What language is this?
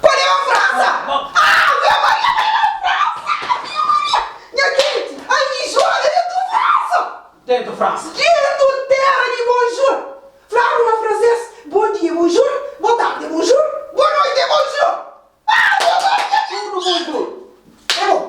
Kabuverdianu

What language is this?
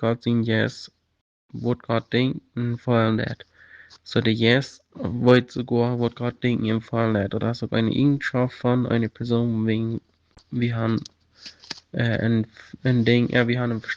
Plautdietsch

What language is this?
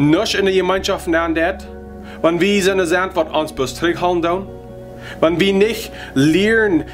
Plautdietsch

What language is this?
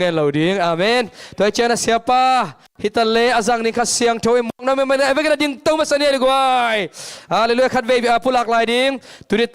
Tedim Chin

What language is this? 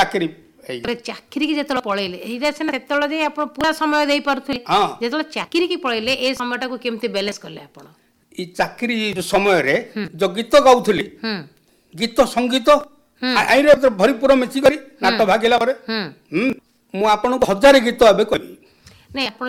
Odia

